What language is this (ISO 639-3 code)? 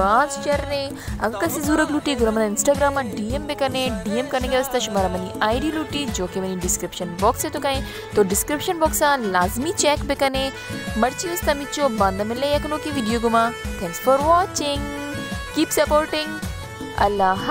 bal